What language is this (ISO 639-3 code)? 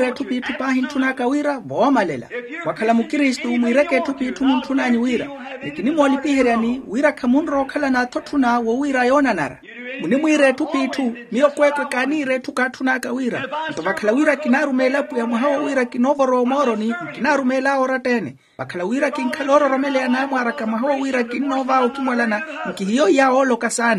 vmw